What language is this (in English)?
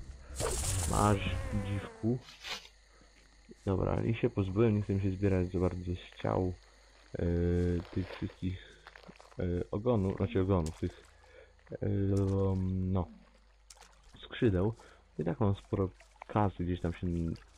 Polish